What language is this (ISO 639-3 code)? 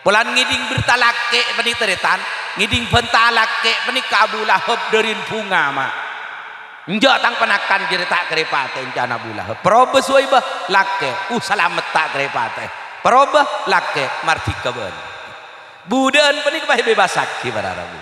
mad